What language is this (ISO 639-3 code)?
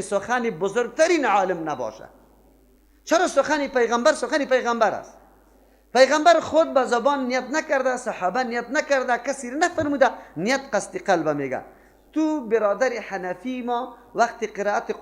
fas